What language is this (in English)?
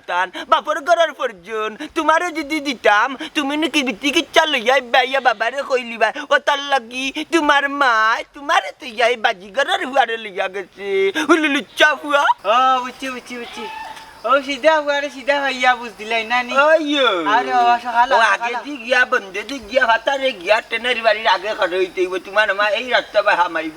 Sylheti